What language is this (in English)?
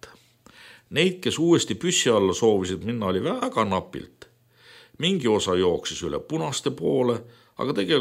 Estonian